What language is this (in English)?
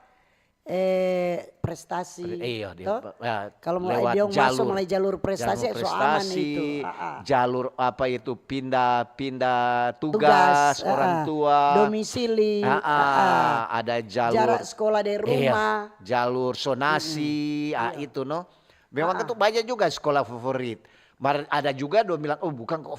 Manado Malay